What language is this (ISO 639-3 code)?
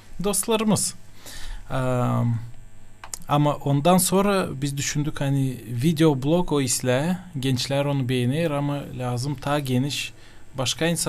gag